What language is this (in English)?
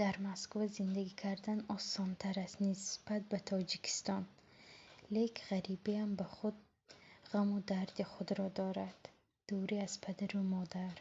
Tajik